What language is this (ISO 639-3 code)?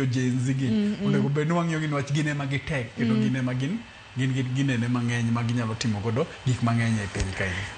luo